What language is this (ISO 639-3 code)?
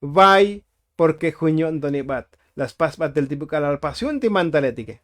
tzo